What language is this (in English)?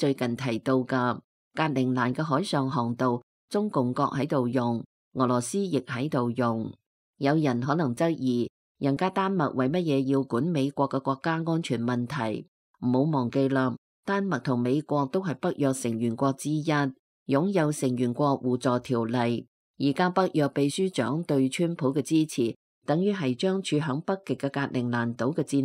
Cantonese